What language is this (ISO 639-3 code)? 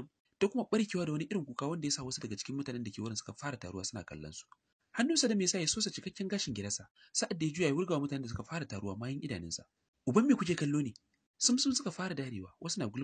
hau